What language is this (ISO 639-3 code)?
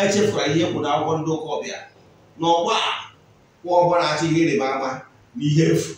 ibo